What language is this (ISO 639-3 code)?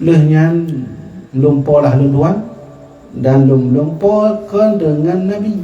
ace